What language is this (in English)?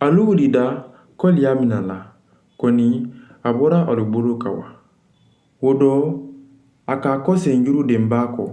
Mandingo